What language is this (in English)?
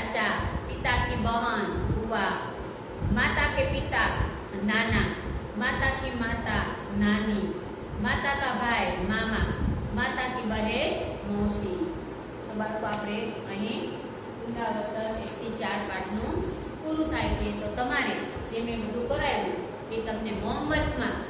Gujarati